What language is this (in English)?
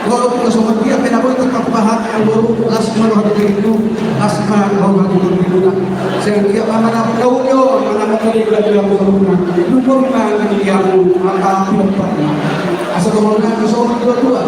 Batak Toba